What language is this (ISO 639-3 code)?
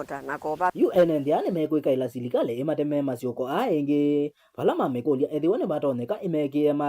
kam